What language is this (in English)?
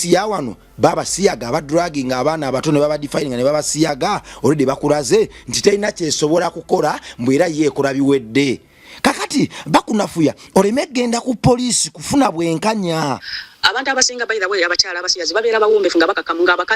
Ganda